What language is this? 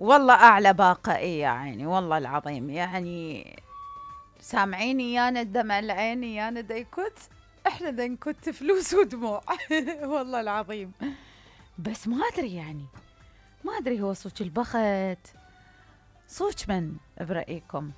Mesopotamian Arabic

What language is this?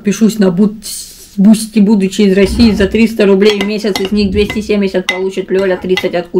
Russian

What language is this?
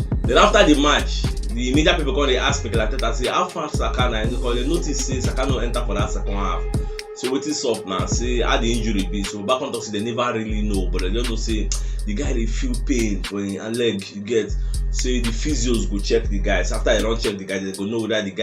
Nigerian Pidgin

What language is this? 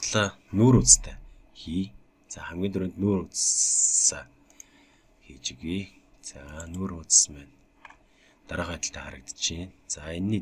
Mongolian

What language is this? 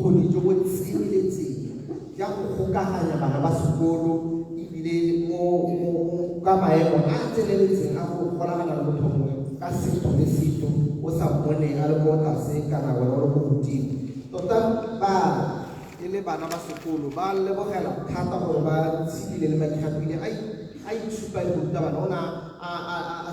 Tswana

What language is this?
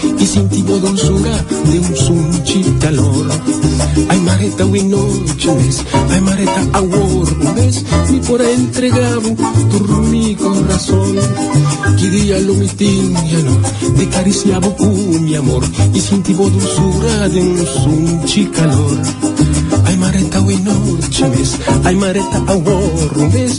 Papiamento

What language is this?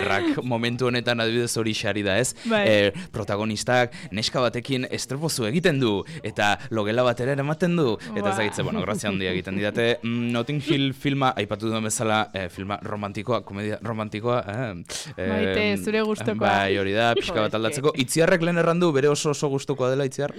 Basque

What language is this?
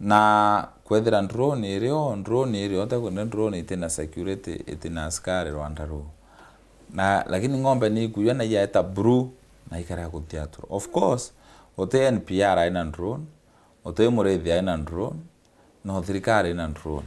Meru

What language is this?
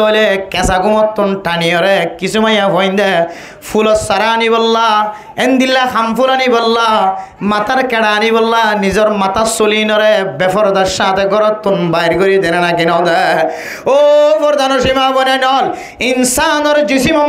Rohingya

